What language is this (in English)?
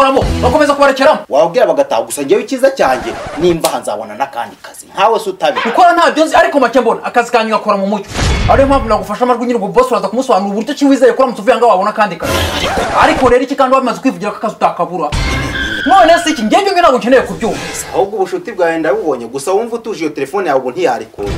Kinyarwanda